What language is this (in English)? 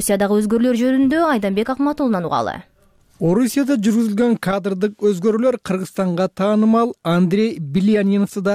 Kyrgyz